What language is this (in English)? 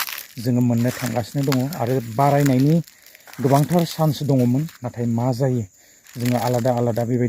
Bodo